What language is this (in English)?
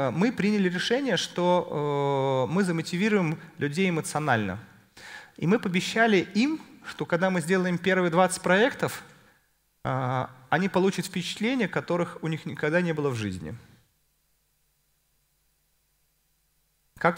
Russian